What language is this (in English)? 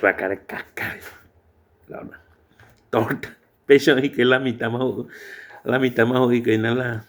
Guarani